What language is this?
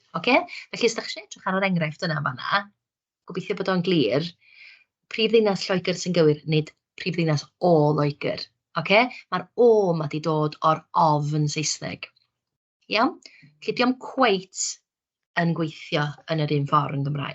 Welsh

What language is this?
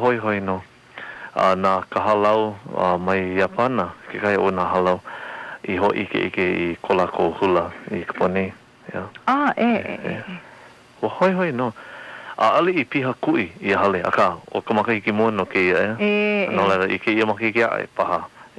Hawaiian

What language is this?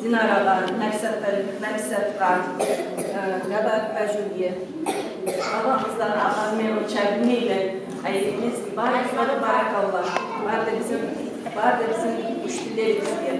Kumyk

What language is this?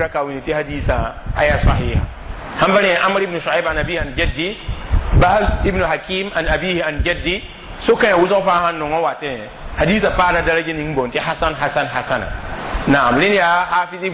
Mossi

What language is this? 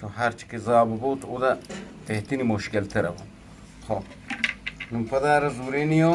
Eastern Balochi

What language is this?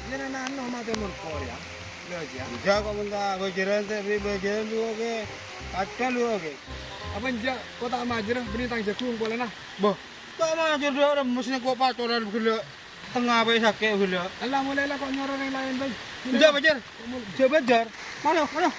Madurese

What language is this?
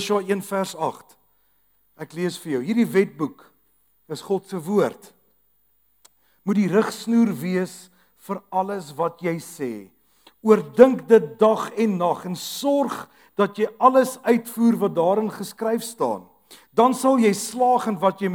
Afrikaans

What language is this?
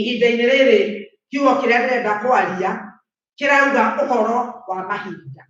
Kikuyu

